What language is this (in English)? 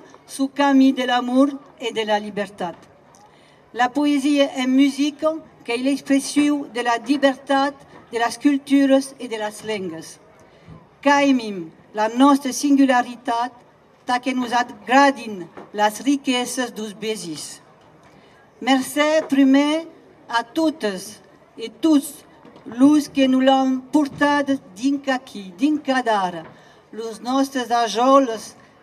Occitan